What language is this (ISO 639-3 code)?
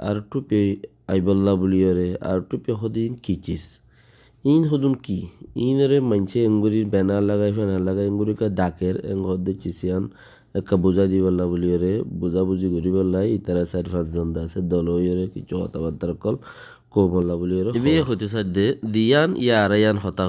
rhg